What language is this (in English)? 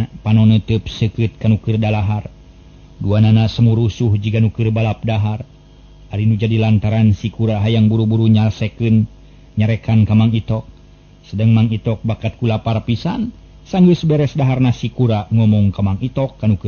Sundanese